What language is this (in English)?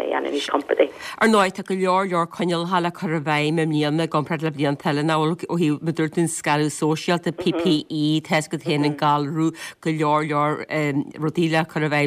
Irish